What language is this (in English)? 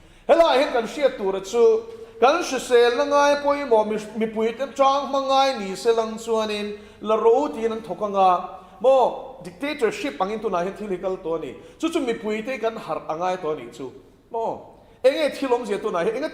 Mizo